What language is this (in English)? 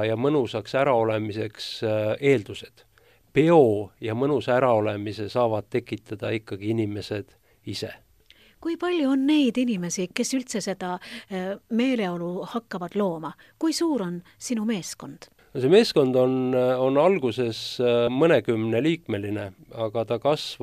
Estonian